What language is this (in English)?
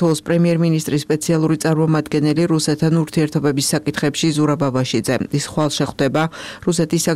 Georgian